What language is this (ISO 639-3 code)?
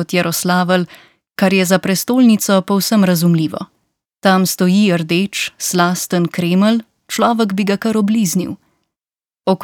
slv